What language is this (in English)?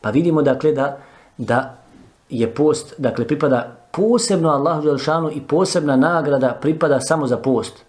Bosnian